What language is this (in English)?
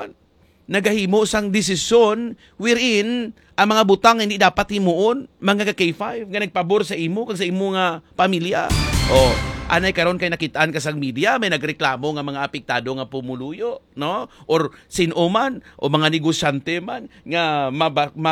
Hiligaynon